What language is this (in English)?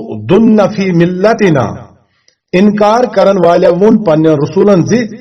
Kashmiri